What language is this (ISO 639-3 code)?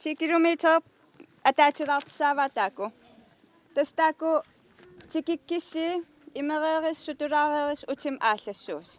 kal